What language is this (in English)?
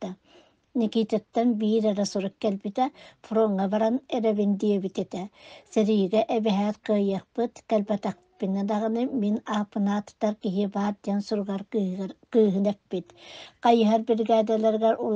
Yakut